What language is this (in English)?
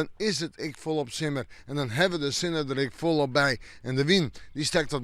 Western Frisian